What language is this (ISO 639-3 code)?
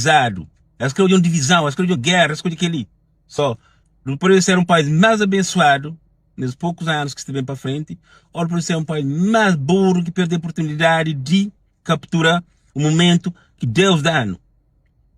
kea